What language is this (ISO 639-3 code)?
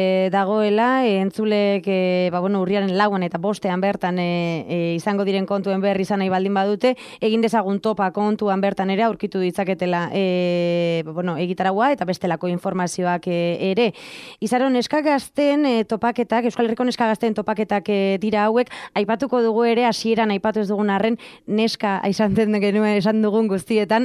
eus